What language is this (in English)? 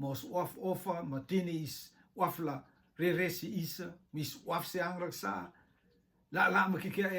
Rotuman